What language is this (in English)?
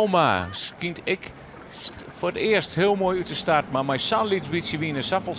Western Frisian